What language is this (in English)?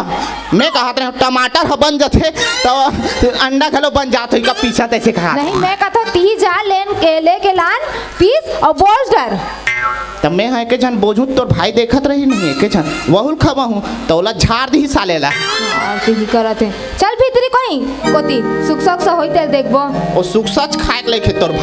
Chhattisgarhi